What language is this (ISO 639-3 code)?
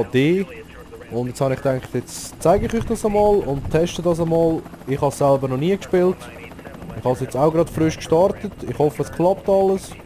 gsw